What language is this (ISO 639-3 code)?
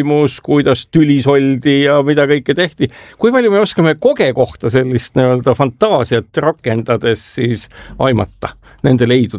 est